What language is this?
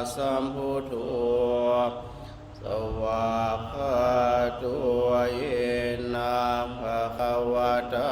Pali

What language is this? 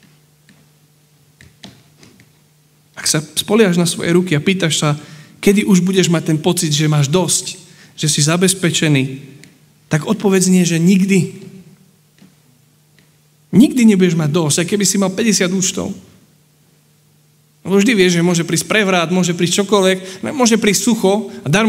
Slovak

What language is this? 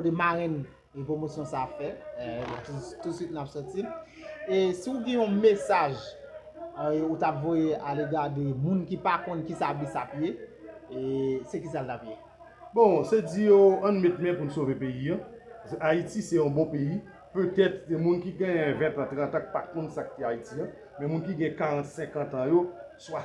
Haitian Creole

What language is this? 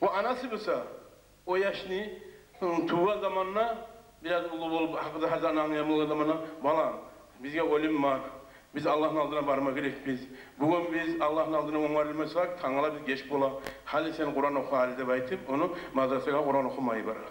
Kumyk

